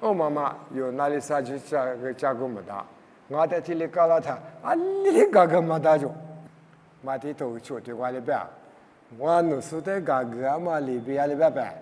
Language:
Lisu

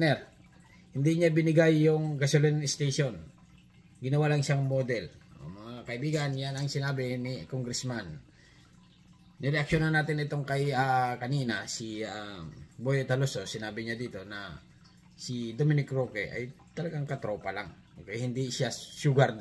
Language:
Filipino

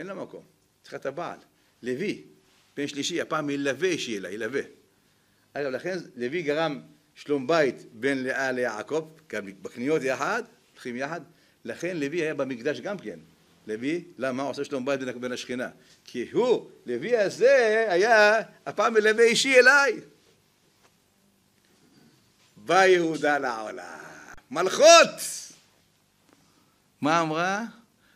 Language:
Hebrew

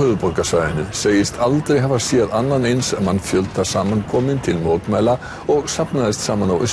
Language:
Icelandic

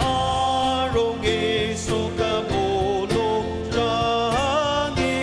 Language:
Ao Naga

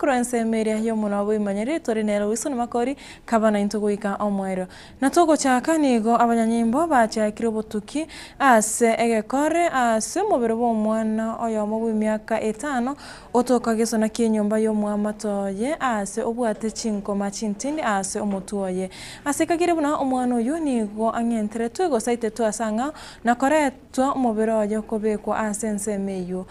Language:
Gusii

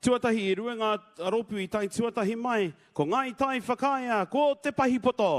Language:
Māori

